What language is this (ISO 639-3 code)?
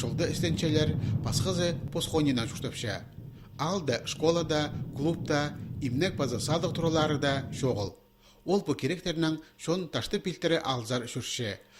kjh